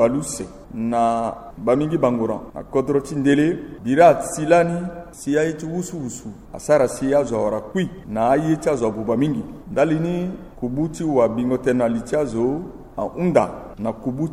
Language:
Sango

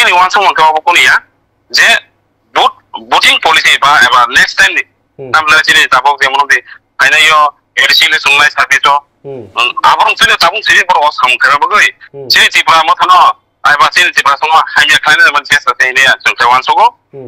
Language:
Kok Borok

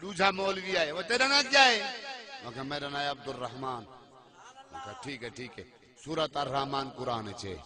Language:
Saraiki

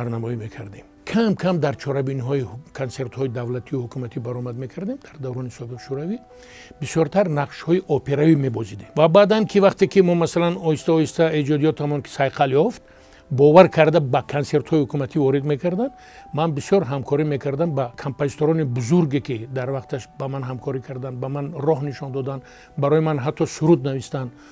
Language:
Tajik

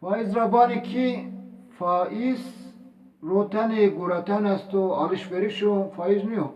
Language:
Zaza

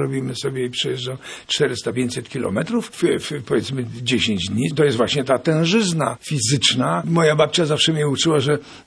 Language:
Polish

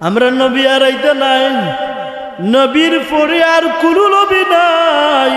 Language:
Sylheti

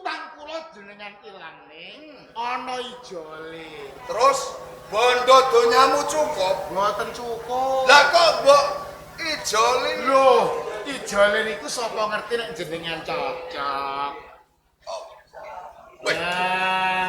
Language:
Javanese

